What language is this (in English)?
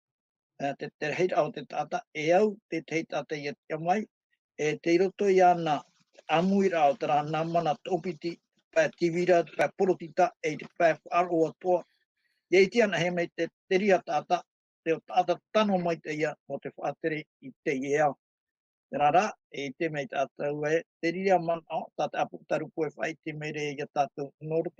Tahitian